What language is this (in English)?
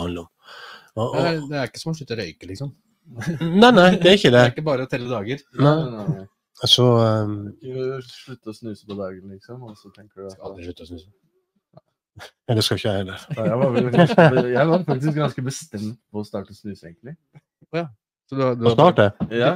Norwegian